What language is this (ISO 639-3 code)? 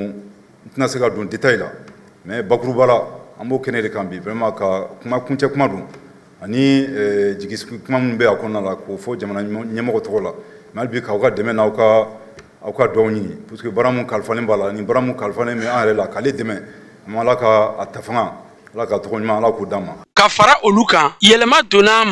bam